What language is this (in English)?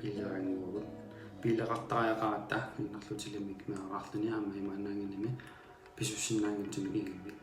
Kalaallisut